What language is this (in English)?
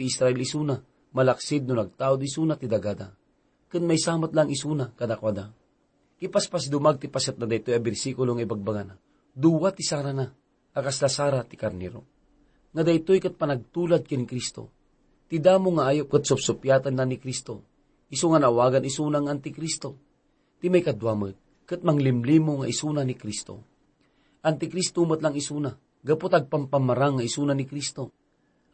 Iloko